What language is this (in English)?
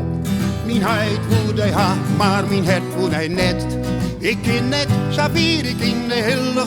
Western Frisian